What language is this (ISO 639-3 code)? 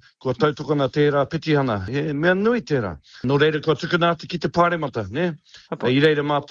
mri